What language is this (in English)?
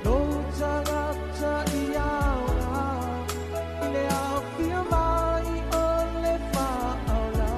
Samoan